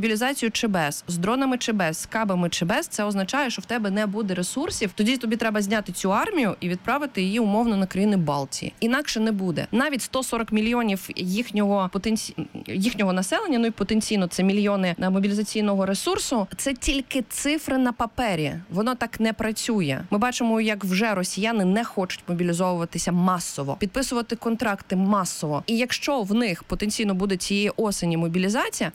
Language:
Ukrainian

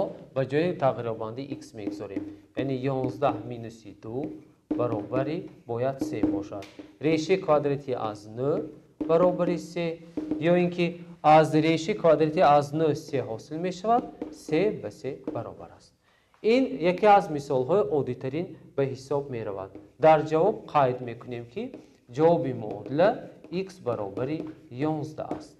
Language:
Tajik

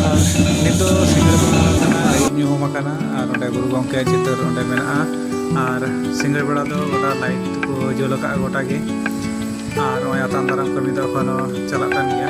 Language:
Santali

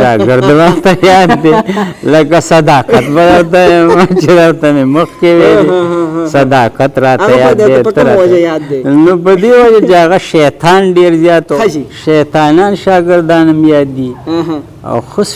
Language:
Pashto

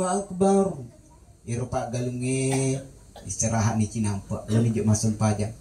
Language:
Buginese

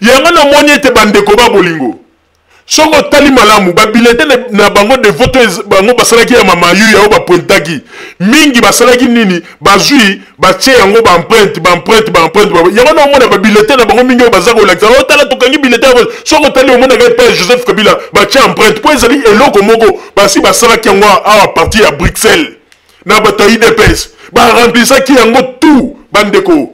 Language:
Lingala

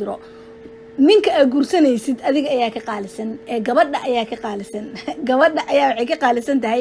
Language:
Somali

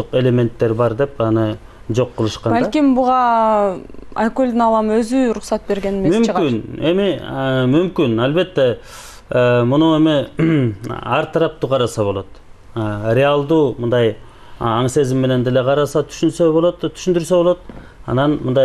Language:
Kyrgyz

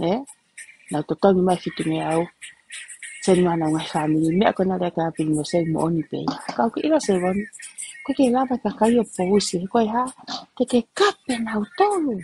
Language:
Tongan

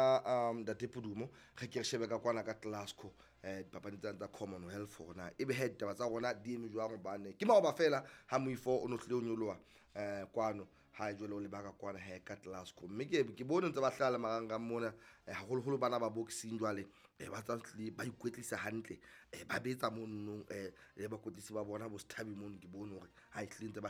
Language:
Southern Sotho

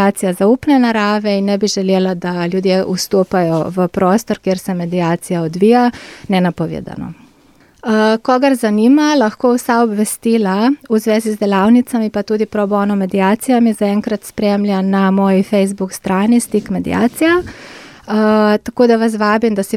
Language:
Slovenian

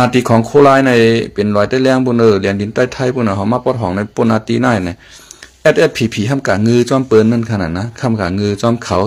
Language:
Shan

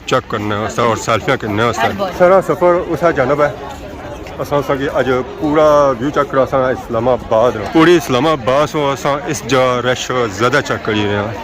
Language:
Pahari-Potwari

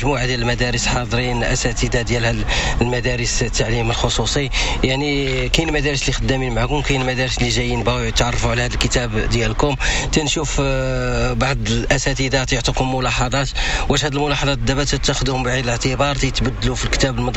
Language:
Moroccan Arabic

